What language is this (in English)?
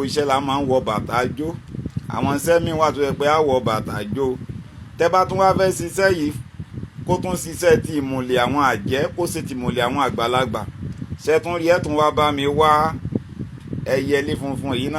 Yoruba